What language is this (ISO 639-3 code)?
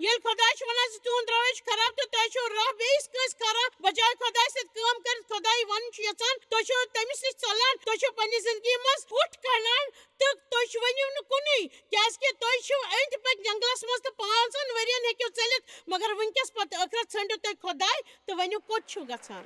kas